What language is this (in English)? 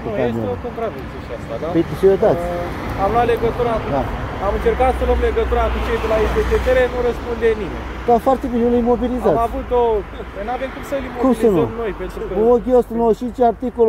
Romanian